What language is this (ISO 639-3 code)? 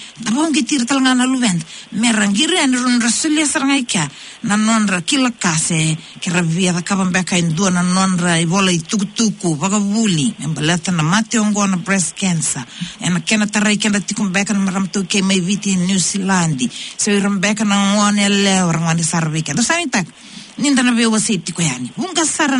fij